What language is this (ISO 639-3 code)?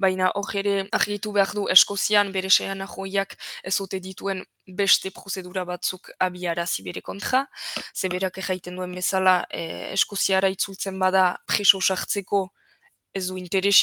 eus